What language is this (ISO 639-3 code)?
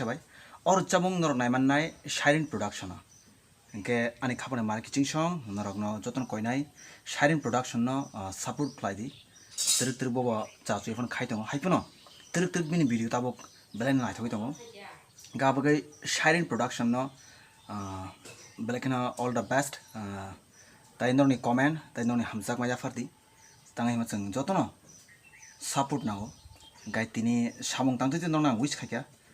trp